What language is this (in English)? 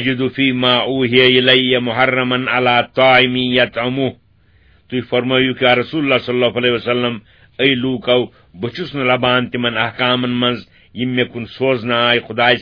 Kashmiri